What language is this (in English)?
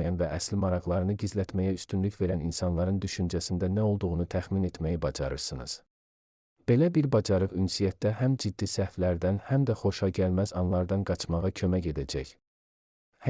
Azerbaijani